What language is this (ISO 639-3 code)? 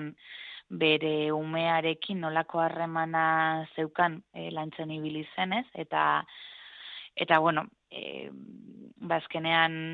eus